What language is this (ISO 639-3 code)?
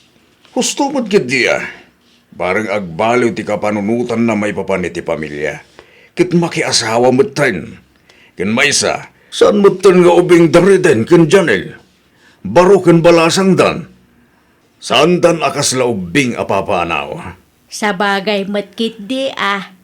ilo